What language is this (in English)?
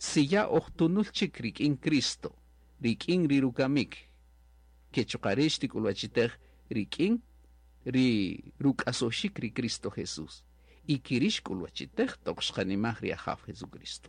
Kaqchikel